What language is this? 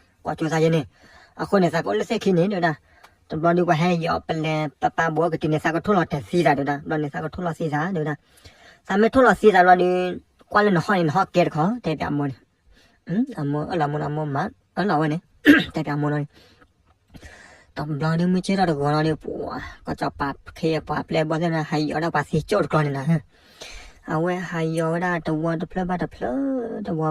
S'gaw Karen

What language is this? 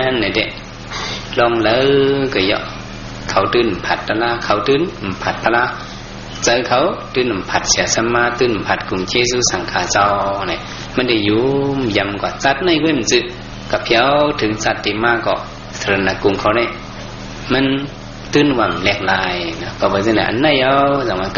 Shan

